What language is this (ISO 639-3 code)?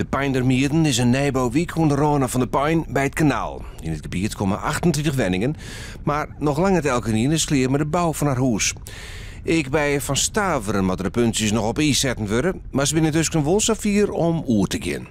fry